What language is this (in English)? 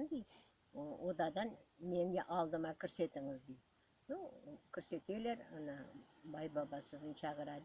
Crimean Tatar